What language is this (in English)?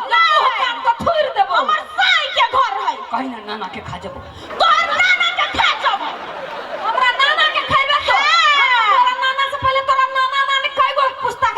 Maithili